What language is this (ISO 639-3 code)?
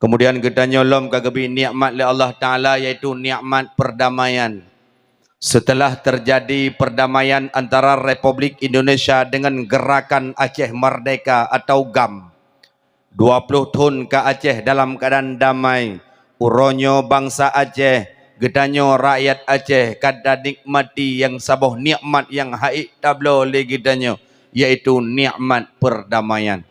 ace